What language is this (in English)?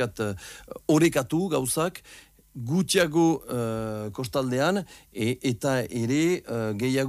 Basque